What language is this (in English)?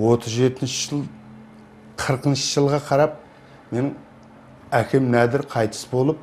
Kara-Kalpak